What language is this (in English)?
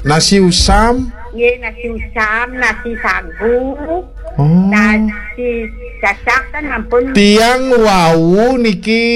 Balinese